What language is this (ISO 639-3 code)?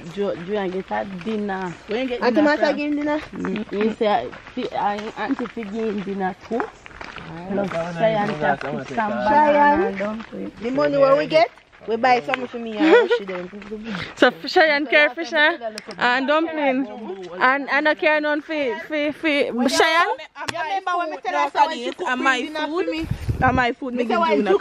jam